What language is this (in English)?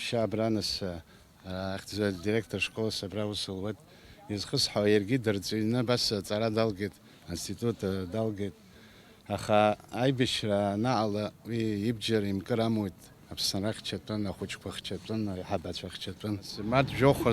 Abkhazian